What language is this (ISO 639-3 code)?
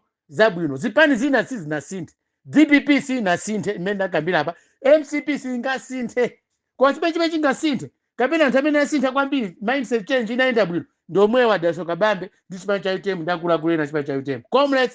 nya